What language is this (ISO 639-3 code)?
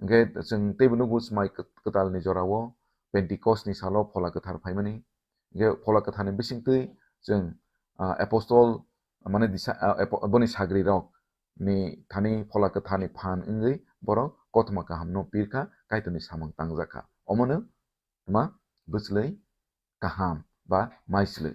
trp